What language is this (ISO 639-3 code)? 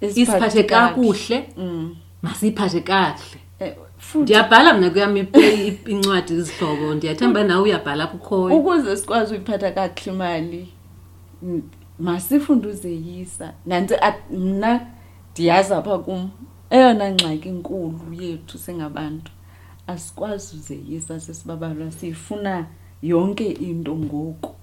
xho